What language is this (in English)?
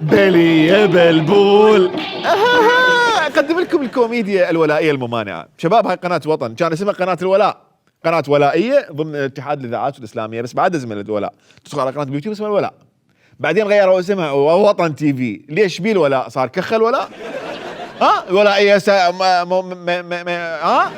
Mesopotamian Arabic